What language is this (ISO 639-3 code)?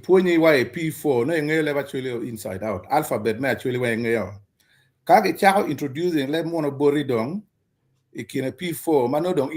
ach